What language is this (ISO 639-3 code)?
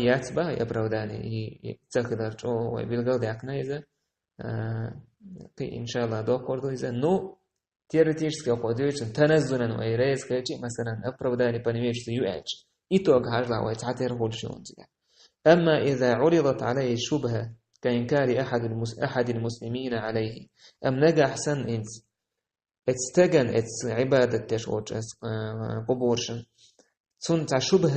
che